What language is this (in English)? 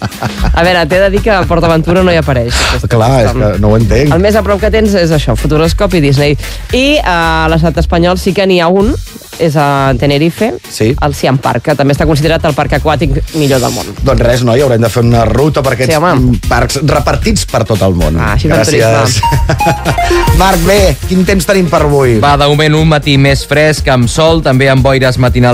Catalan